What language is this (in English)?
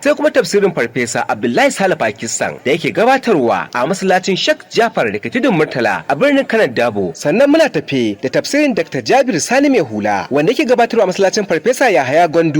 Hausa